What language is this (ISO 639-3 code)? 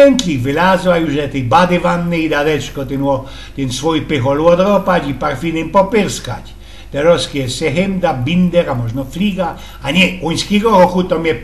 szl